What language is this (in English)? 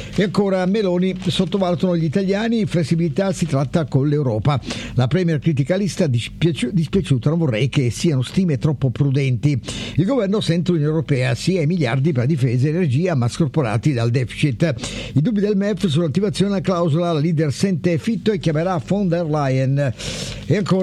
Italian